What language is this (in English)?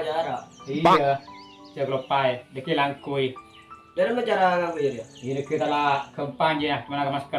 Madurese